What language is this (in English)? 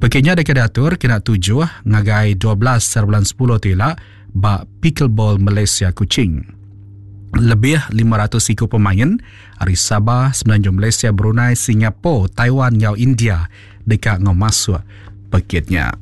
Iban